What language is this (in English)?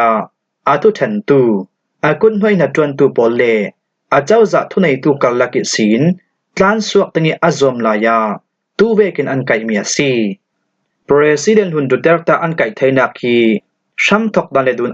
Falam Chin